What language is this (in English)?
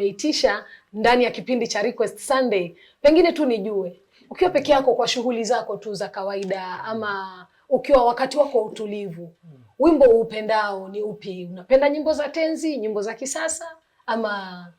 Swahili